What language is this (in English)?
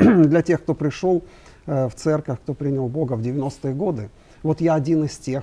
Russian